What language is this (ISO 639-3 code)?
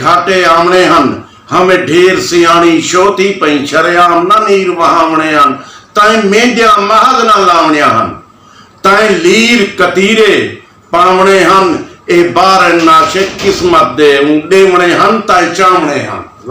skr